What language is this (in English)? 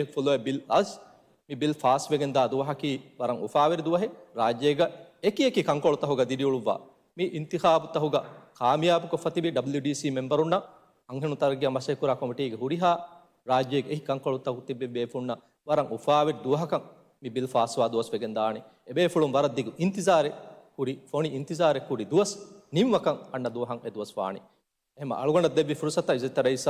Divehi